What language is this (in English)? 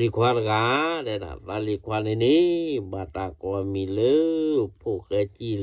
S'gaw Karen